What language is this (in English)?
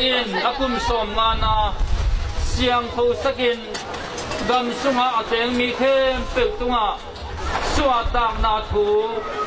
Tedim Chin